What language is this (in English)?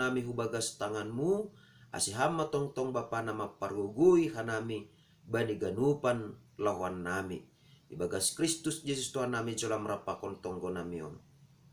Batak Simalungun